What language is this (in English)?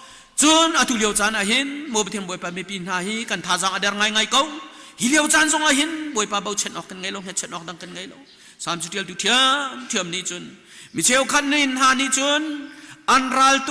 Hakha Chin